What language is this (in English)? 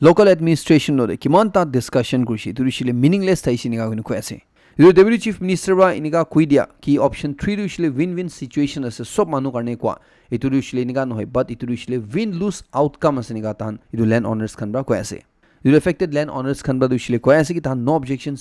Naga Pidgin